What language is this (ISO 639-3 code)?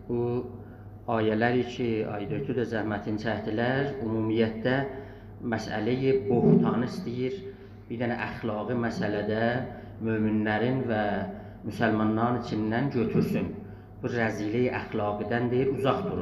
azb